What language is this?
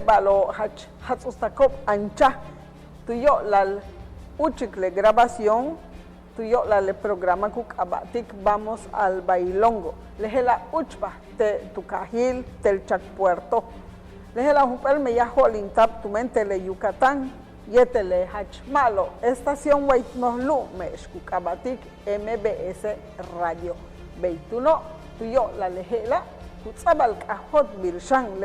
Yucateco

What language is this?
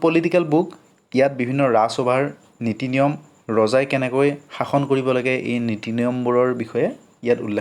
Assamese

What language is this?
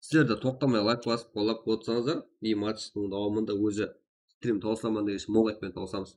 Kara-Kalpak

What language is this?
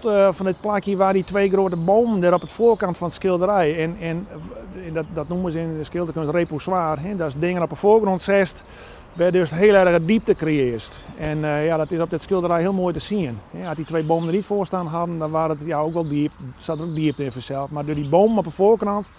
Western Frisian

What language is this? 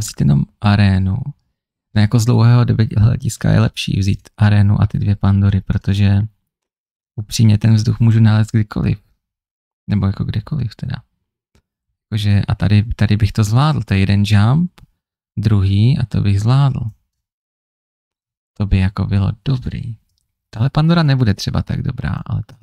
Czech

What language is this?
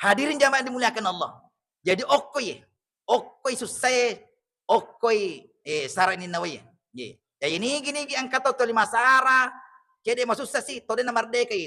Buginese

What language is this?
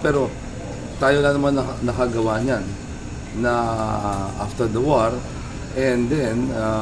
Filipino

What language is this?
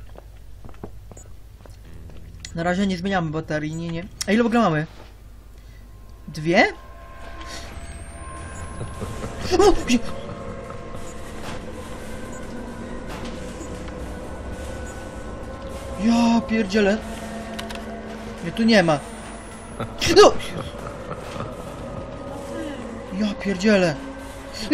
Polish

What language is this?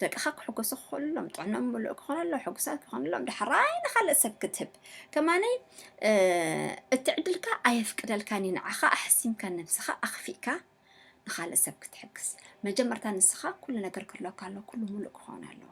Tigrinya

